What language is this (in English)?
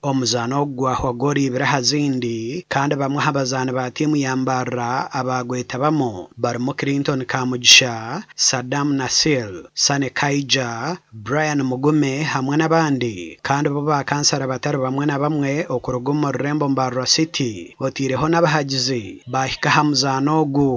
Nyankole